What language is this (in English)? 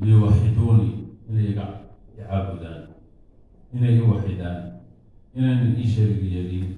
Somali